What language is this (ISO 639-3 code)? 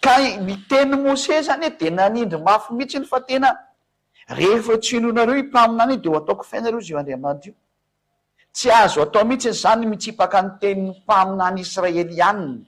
mlg